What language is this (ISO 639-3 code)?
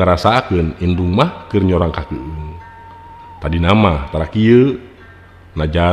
sun